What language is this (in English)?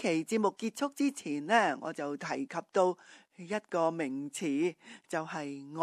Cantonese